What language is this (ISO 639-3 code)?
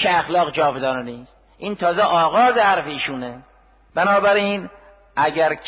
fas